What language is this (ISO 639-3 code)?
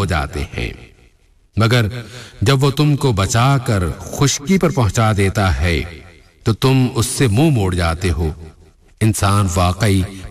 urd